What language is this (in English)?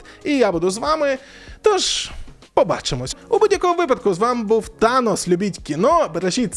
Ukrainian